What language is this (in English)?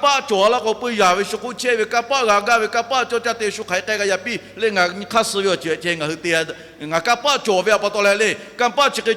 Lahu